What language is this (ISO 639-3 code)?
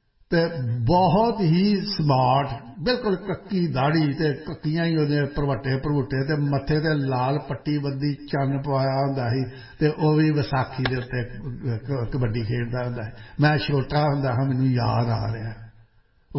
pan